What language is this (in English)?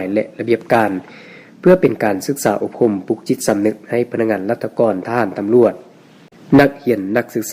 Lao